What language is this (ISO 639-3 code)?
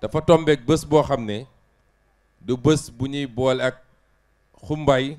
wol